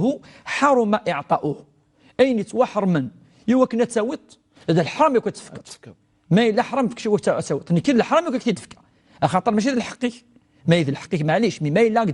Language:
Kabyle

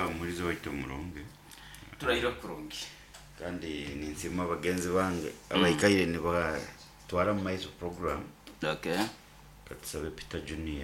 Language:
Nyoro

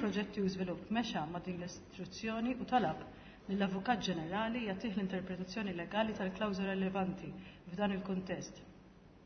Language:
Maltese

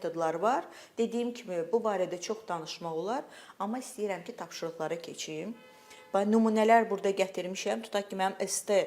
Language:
Azerbaijani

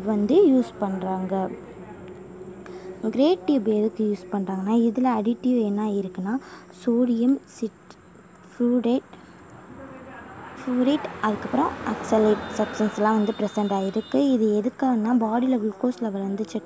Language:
Tamil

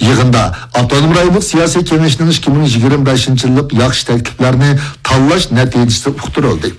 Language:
Uyghur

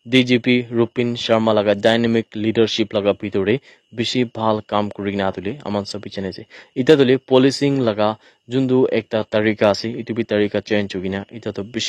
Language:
Naga Pidgin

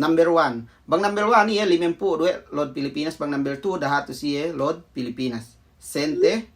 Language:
Yakan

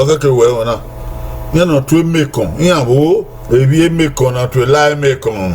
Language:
Bini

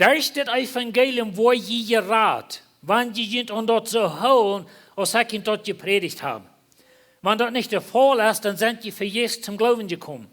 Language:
Plautdietsch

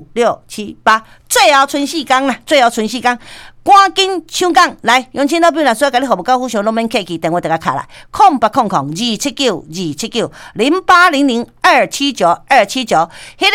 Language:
Min Nan Chinese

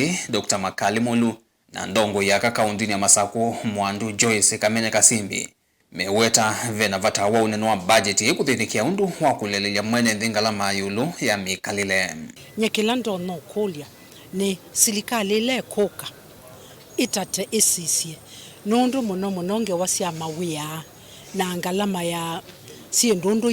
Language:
Kamba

